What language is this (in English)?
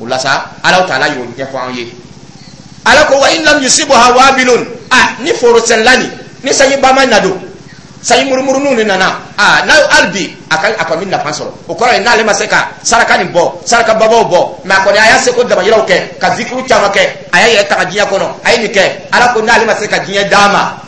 Dyula